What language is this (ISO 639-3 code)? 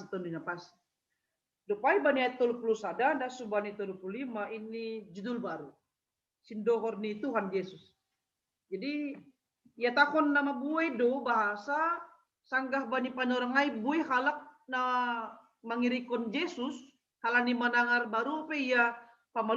bts